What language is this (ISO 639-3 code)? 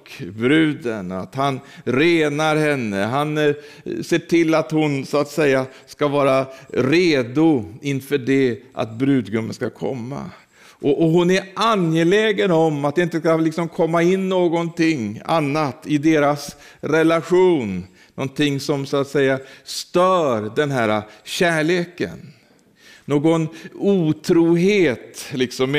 swe